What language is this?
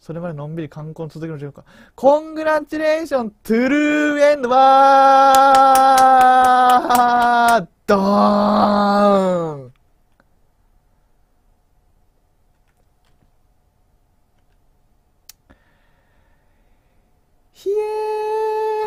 Japanese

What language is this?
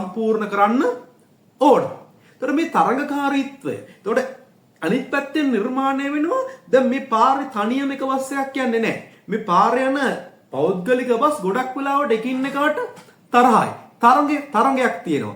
Sinhala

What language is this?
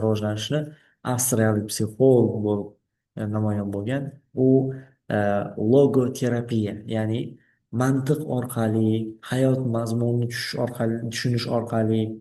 Uzbek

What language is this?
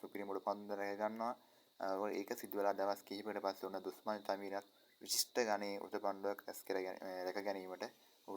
Sinhala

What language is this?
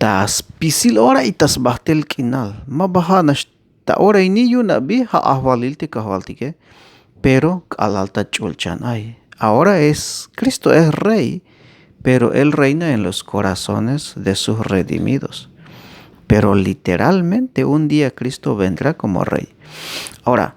Tzeltal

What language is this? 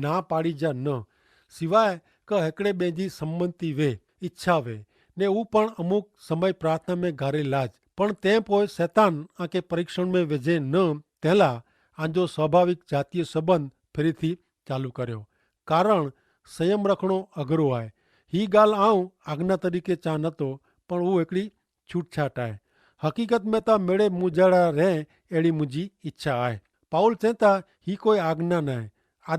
Kachhi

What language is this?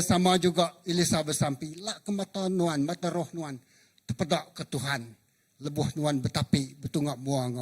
Iban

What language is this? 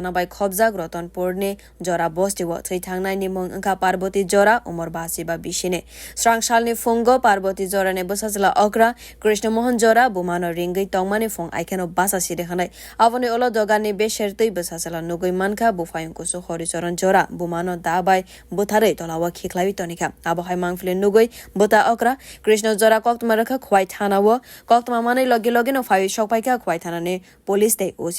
Kok Borok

